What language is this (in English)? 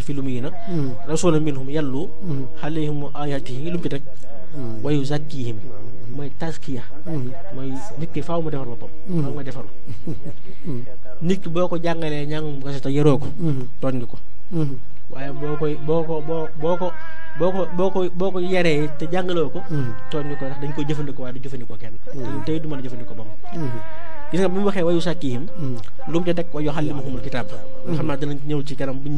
Wolof